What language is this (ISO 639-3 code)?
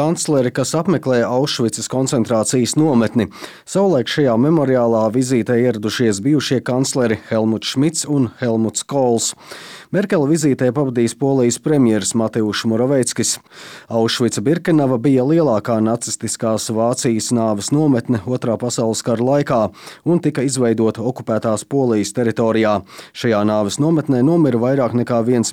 lav